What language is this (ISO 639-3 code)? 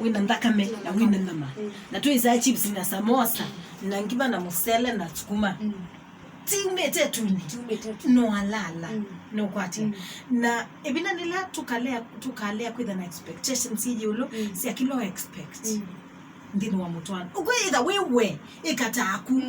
kam